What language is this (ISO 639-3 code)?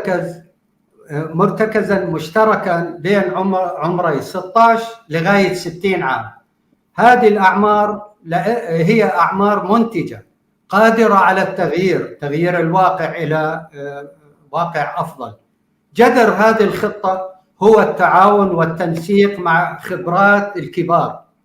apc